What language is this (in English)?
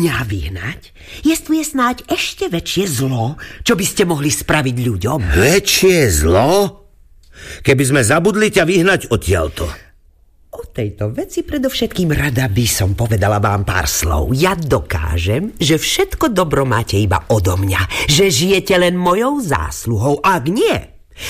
Slovak